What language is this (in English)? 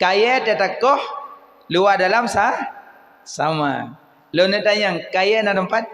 Achinese